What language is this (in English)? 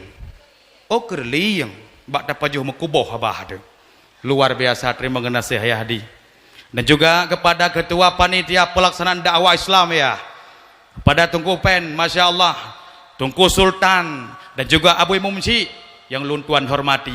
Achinese